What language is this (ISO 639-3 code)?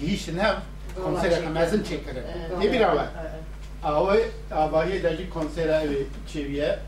kur